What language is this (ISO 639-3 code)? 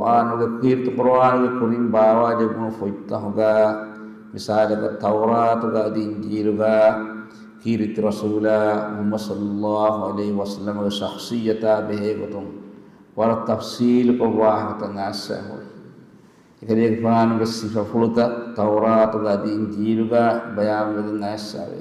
div